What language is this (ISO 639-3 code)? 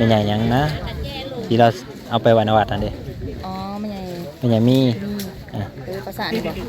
tts